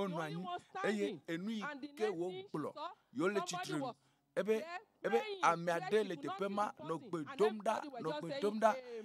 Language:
Ewe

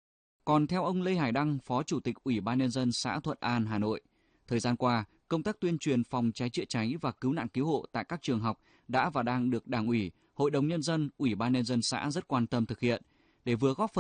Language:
Vietnamese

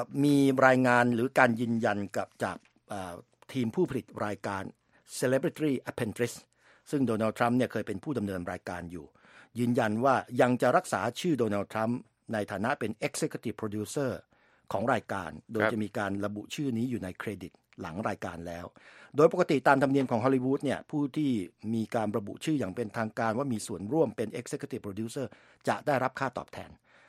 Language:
Thai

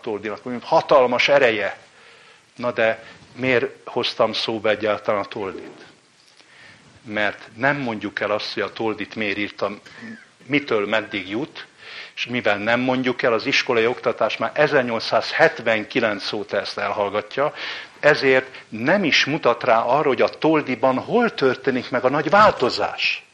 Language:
Hungarian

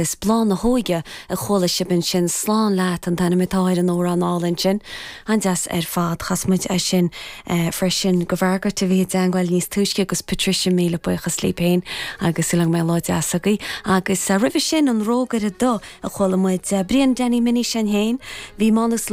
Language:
Irish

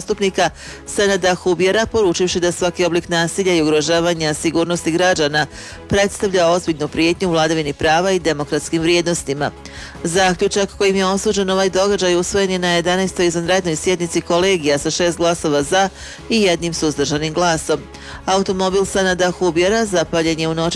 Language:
Bosnian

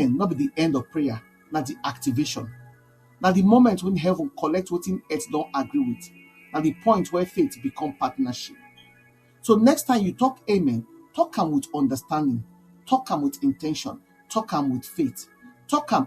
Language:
Nigerian Pidgin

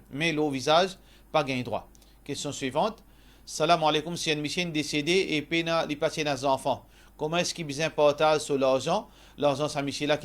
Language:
Morisyen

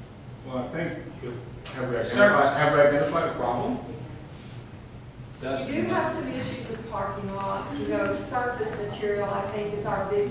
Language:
English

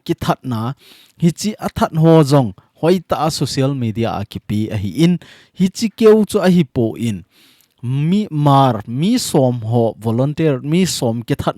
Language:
Thado Chin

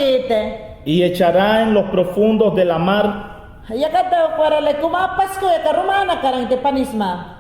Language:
Mayangna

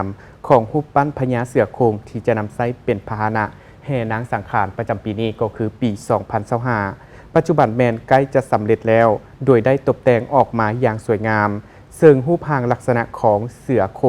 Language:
Lao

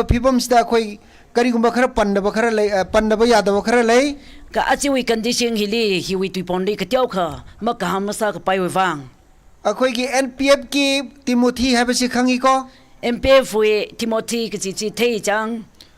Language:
Tangkhul Naga (India)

